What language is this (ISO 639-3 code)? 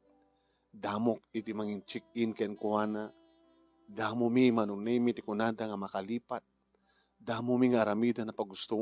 ilo